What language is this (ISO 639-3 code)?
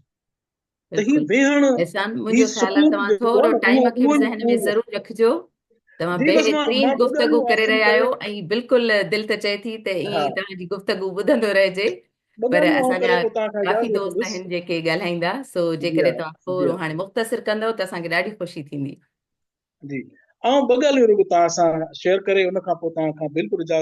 snd